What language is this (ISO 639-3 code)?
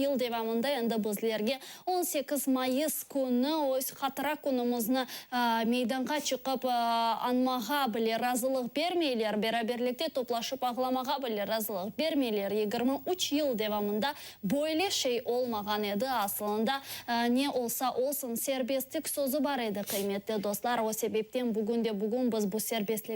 crh